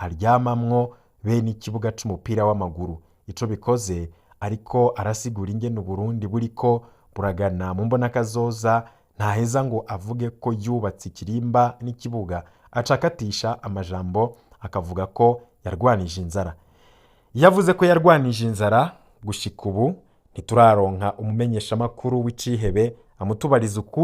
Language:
Rundi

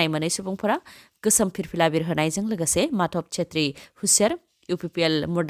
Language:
Bodo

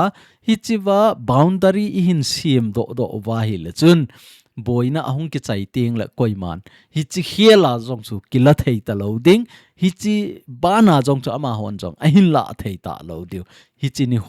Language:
Thado Chin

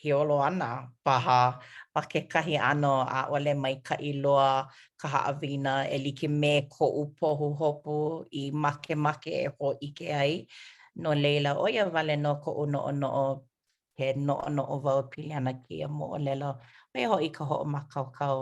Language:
Hawaiian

